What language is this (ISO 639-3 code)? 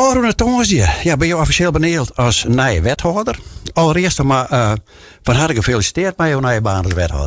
fry